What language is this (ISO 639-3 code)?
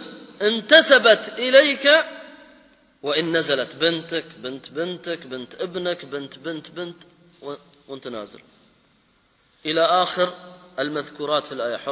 ara